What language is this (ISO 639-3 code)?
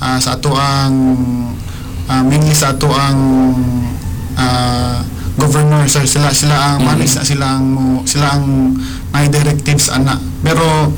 ceb